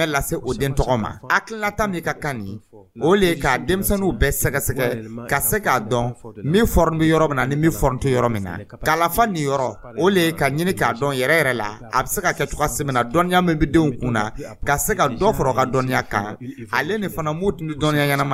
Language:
Dyula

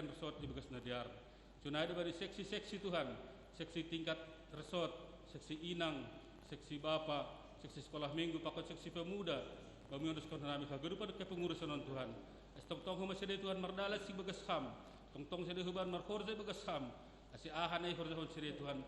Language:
Batak Simalungun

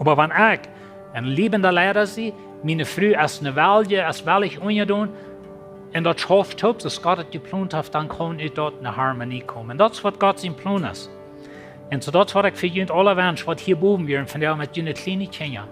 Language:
Plautdietsch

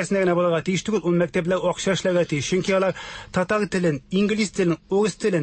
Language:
Tatar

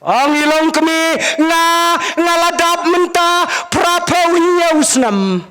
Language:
Khasi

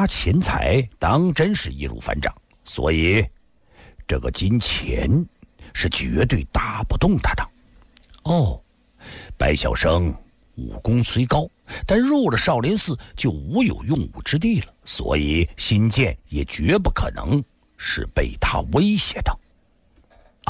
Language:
Chinese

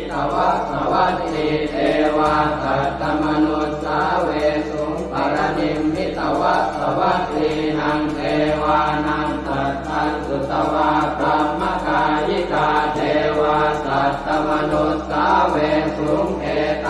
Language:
Pali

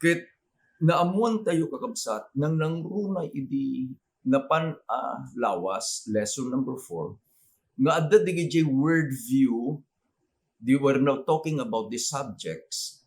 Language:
Iloko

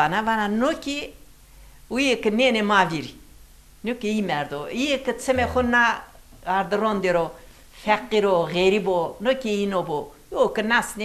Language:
Zaza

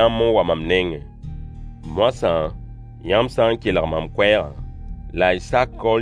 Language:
Mossi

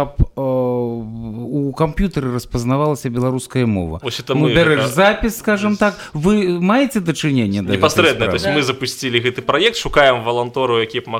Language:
Belarusian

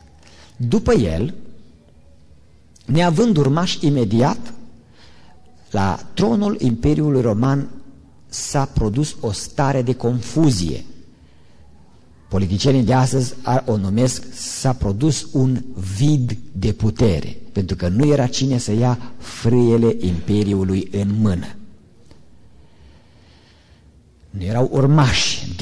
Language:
Romanian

